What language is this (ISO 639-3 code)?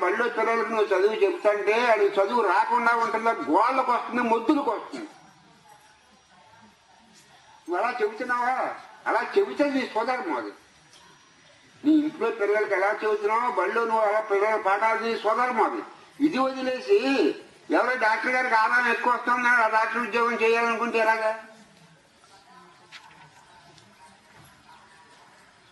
tel